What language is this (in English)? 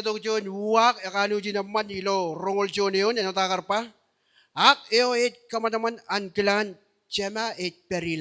Marshallese